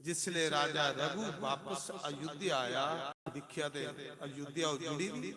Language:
Dogri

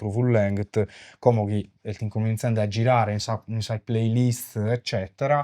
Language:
Sardinian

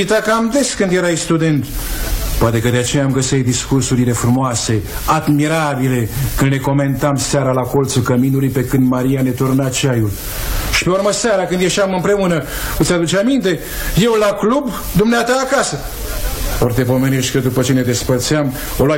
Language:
Romanian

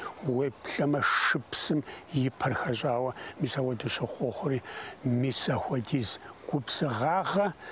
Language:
Kabardian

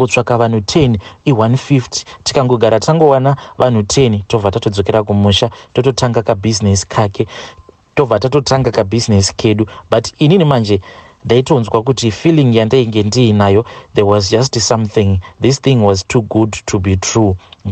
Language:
Shona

